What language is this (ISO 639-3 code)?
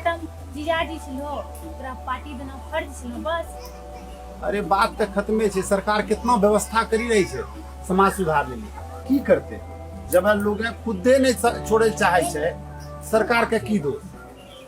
anp